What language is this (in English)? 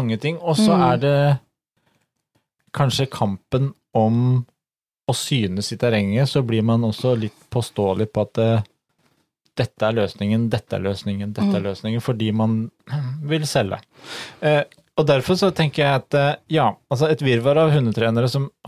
Norwegian